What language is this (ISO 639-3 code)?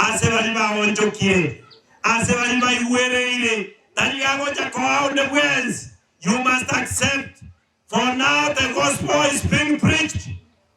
guz